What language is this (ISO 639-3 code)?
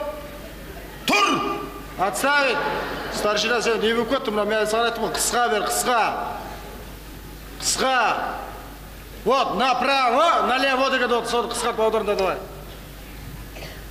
kaz